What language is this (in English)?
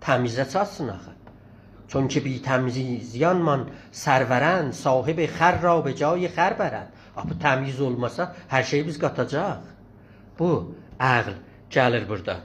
South Azerbaijani